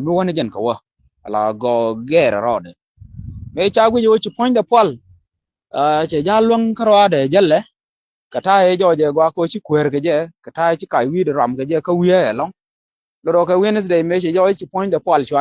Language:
Nuer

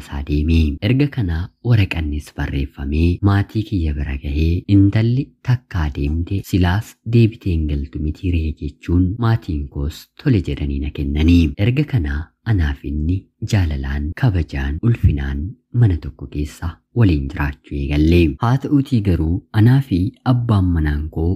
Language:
Oromo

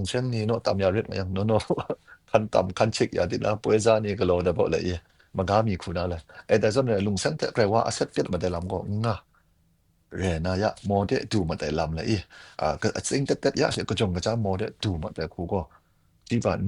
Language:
Kachin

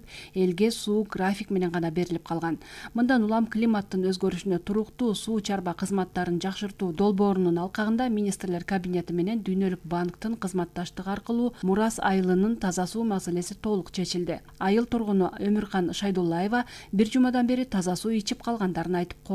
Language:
Kyrgyz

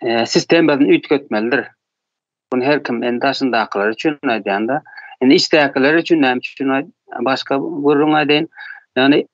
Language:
Turkmen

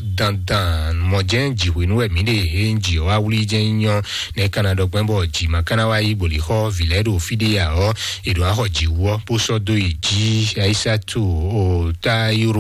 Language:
Fon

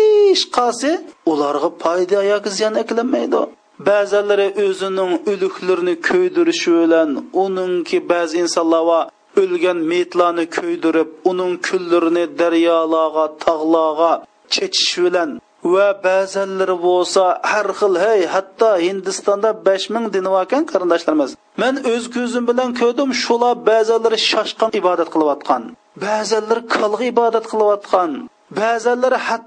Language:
Uyghur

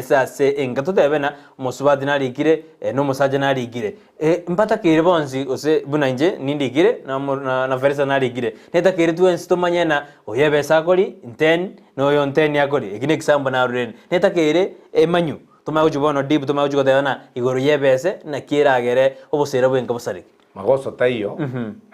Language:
Gusii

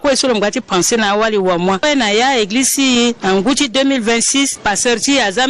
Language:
Sango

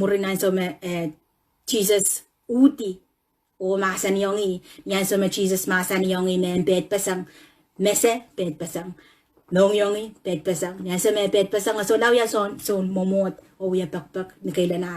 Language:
Pohnpeian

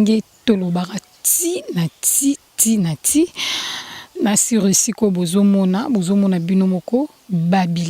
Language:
Lingala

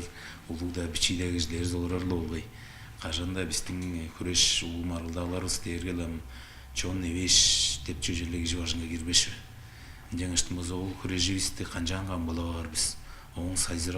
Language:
Tuvinian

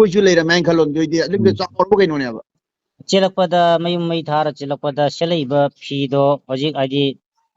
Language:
Manipuri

